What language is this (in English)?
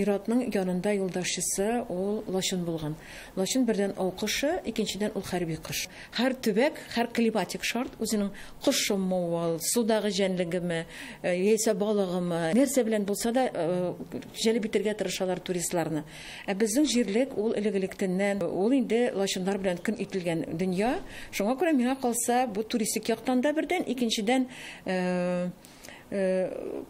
Tatar